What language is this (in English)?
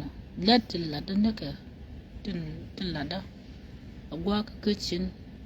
Nuer